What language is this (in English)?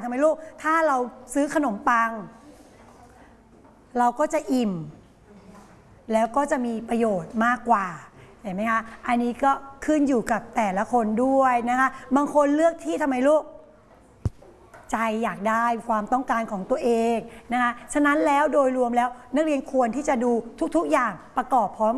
Thai